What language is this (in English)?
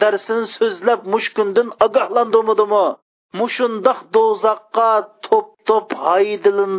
Uyghur